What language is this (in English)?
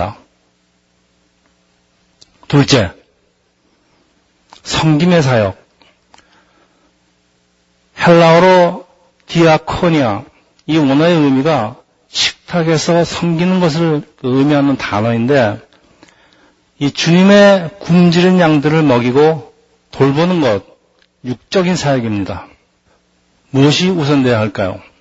Korean